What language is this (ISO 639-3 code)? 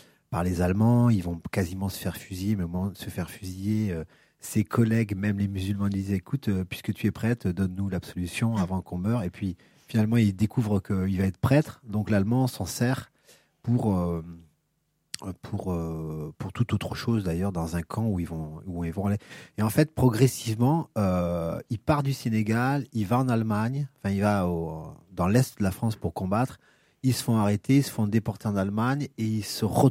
fra